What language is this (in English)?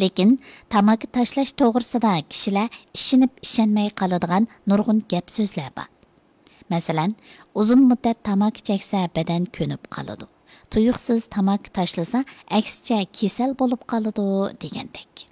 Uyghur